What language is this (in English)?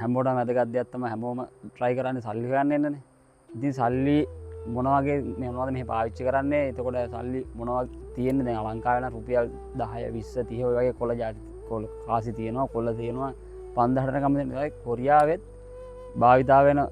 Sinhala